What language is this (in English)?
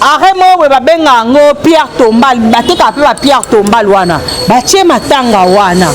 Lingala